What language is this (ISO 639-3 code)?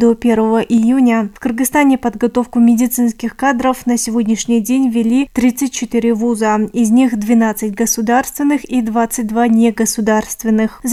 rus